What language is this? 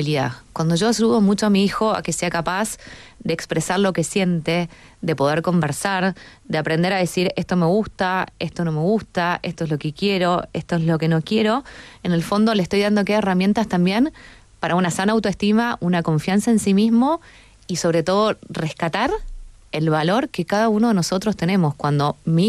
Spanish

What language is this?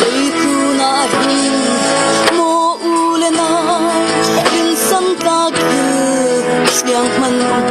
Falam Chin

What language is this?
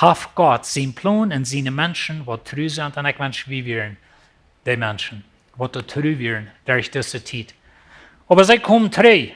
Plautdietsch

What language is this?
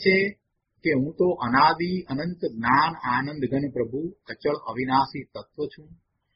Gujarati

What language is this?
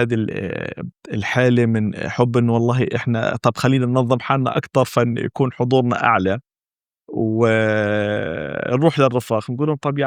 North Levantine Arabic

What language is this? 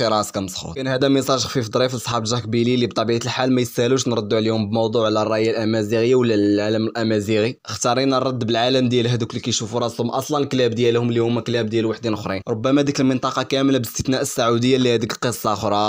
Moroccan Arabic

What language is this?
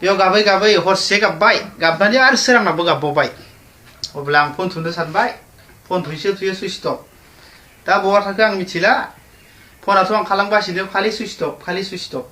Bodo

